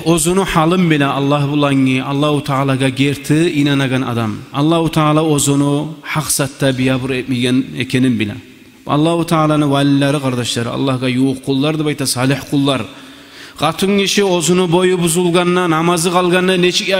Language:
Kumyk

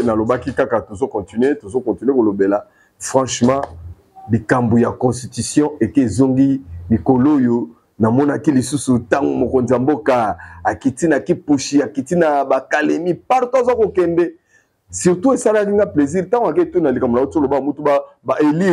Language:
Lingala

